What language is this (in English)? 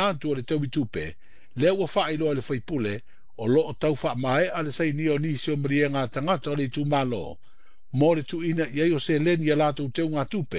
Samoan